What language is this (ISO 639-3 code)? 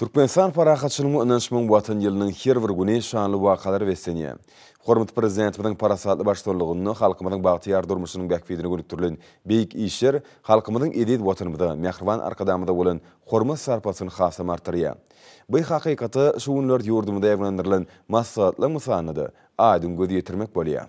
tuk